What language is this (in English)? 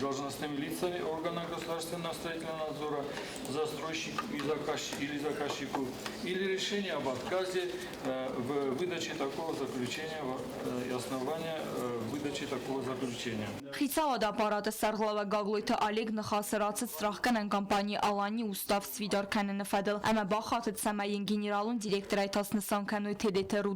Ossetic